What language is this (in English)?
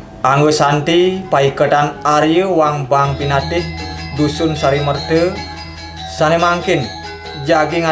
Balinese